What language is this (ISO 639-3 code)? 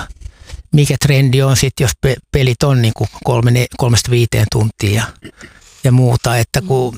fin